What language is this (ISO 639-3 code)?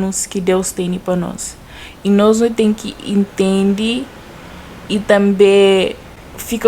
kea